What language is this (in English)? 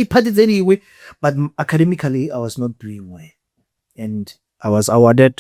Tswana